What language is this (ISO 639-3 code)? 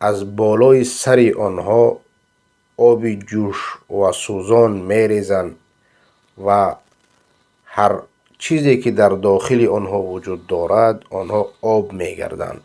fas